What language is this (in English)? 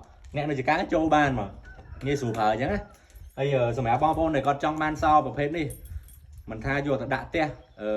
Khmer